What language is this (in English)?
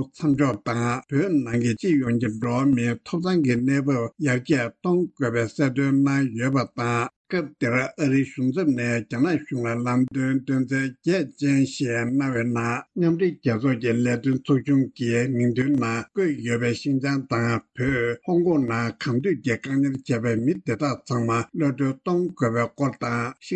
Tibetan